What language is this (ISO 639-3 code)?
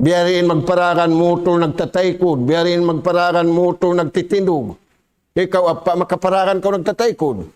tsg